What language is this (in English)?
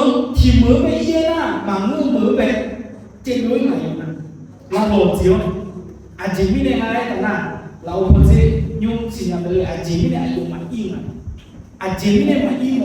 Akha